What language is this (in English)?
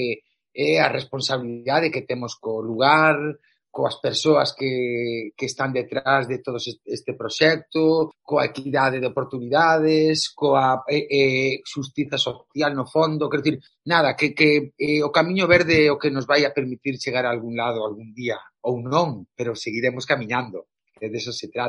Galician